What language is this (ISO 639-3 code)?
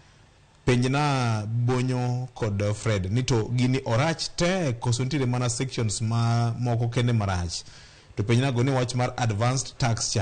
luo